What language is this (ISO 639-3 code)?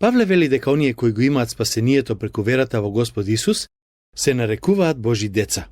mkd